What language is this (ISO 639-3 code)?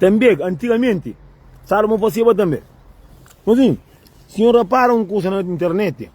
kea